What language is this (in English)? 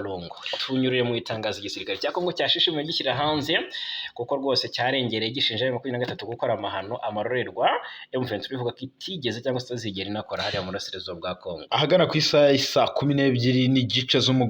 Kinyarwanda